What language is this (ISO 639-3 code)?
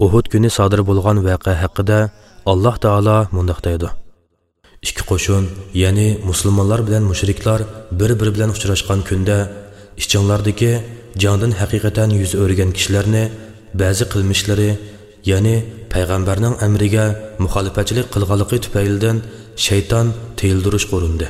uig